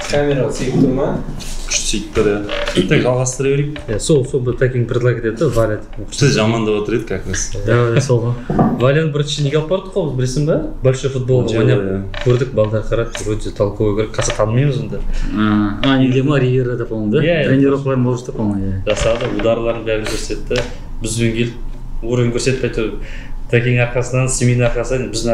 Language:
Kazakh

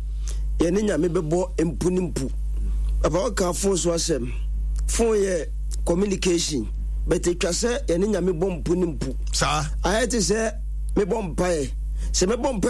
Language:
Akan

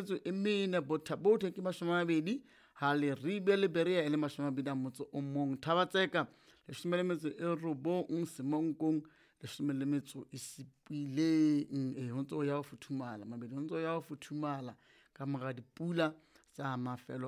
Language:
Southern Sotho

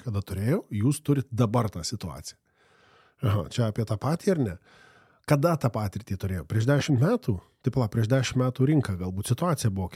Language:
Lithuanian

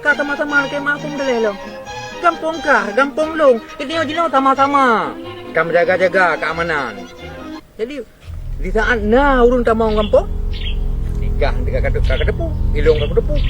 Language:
Achinese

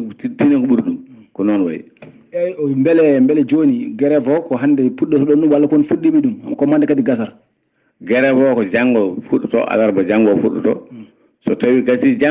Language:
Fula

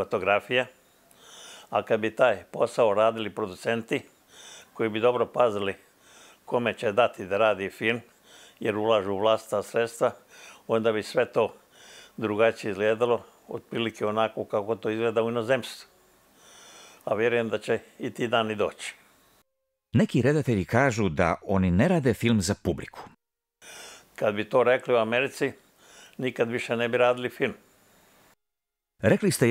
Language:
Croatian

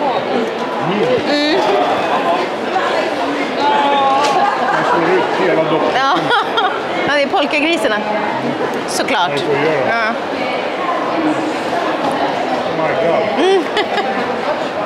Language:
Swedish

